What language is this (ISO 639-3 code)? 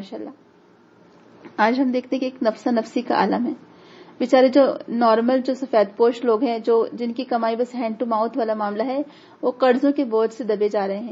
urd